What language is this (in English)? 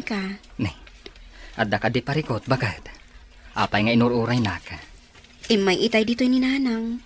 Iloko